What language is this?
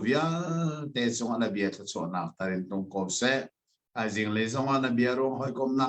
Hakha Chin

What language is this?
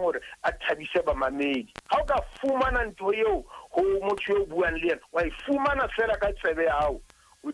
Southern Sotho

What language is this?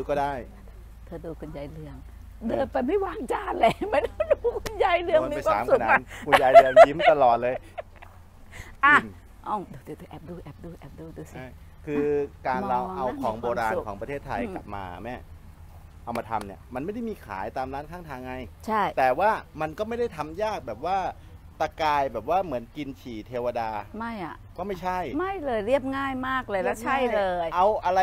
Thai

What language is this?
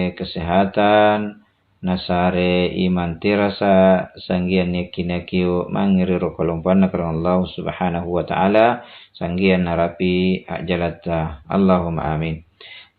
Makasar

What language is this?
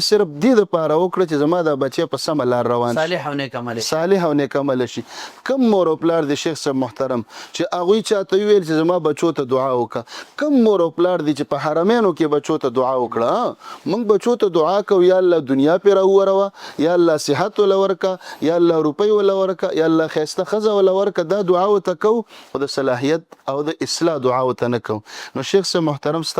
Pashto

